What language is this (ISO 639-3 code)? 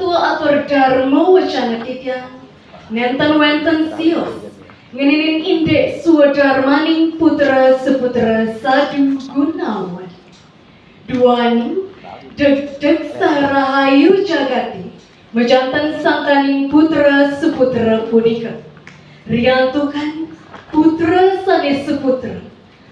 ban